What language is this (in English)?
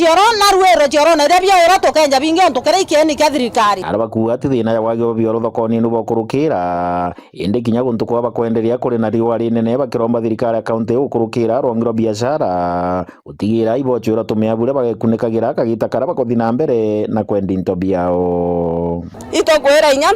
Meru